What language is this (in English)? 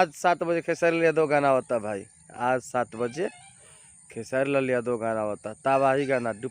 Bhojpuri